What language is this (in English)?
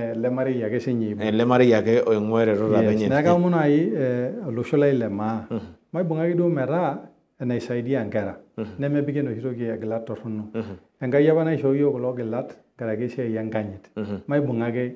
Masai